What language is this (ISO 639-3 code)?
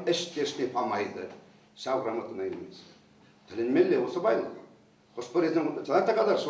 chv